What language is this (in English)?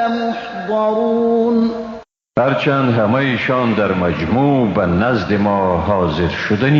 Persian